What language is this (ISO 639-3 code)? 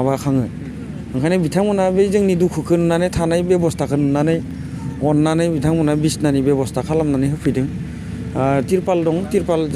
brx